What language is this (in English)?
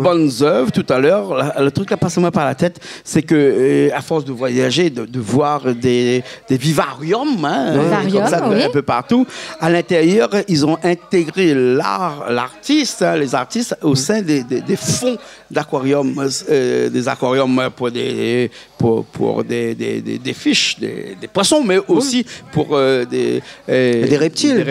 Réunion Creole French